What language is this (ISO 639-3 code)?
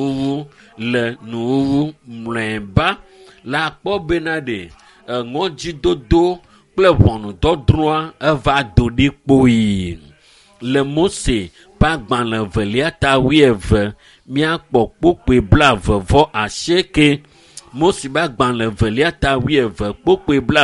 ewe